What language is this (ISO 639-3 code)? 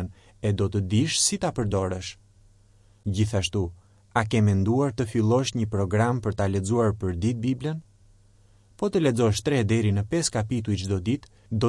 sqi